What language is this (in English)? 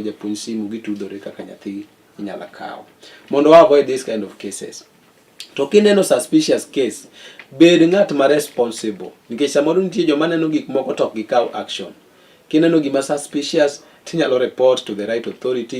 Luo (Kenya and Tanzania)